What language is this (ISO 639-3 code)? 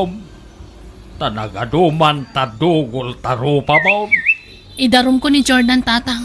ilo